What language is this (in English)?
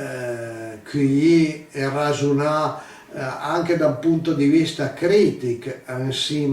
Piedmontese